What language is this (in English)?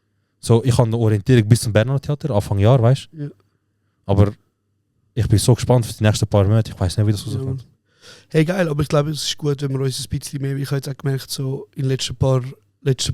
Swiss German